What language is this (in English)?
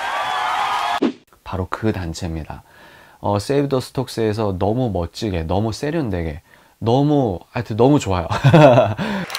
Korean